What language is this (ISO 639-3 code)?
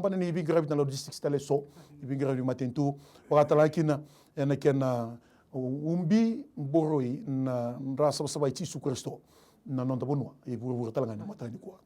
fij